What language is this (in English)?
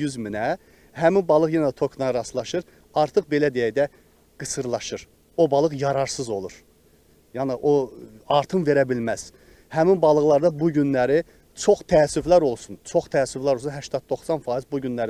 Azerbaijani